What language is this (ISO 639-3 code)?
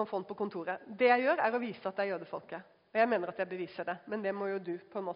nor